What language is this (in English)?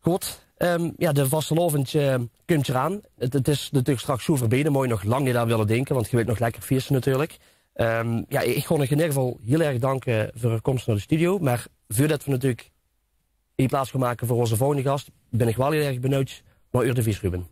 Limburgish